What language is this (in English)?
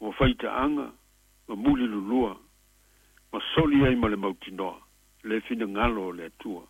Samoan